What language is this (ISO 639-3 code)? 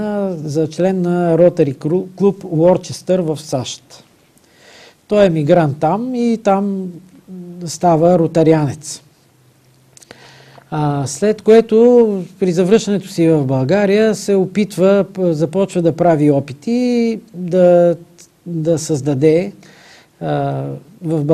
bul